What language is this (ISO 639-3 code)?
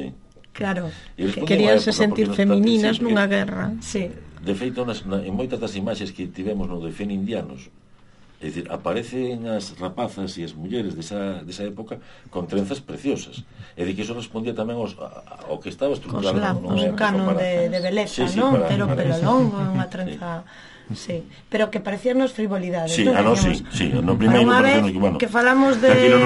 glg